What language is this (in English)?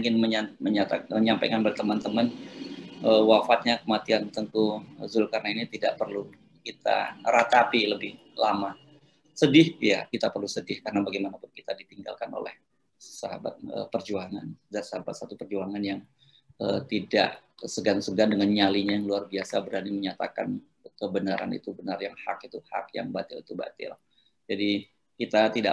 Indonesian